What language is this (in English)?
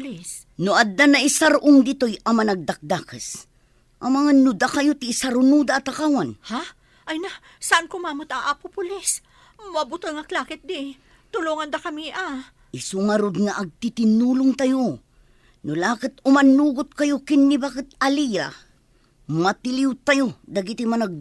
Iloko